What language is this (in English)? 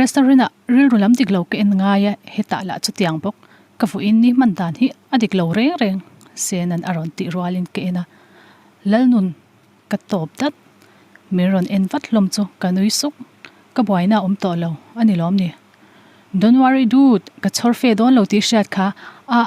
Mizo